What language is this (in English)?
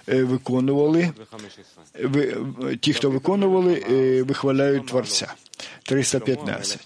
Ukrainian